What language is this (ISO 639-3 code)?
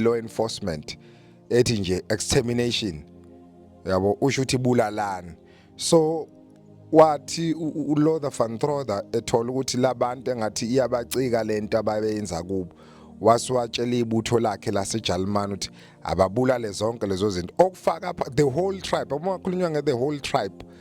zul